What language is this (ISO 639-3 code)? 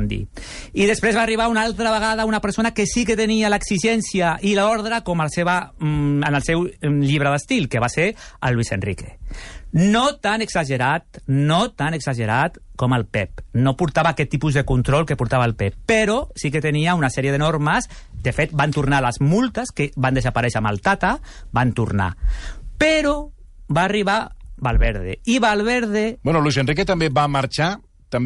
cat